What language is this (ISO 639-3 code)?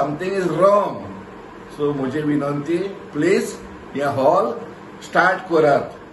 kok